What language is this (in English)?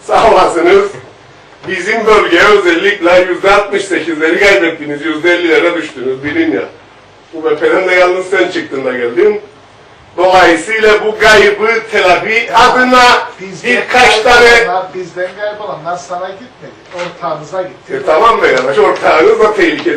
Turkish